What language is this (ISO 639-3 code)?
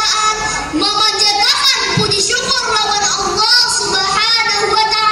bjn